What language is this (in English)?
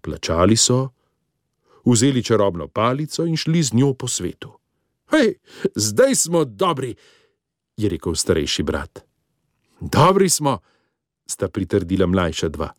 Slovenian